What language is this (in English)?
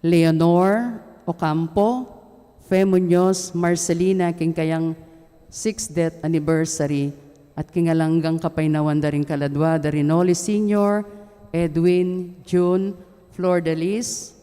Pampanga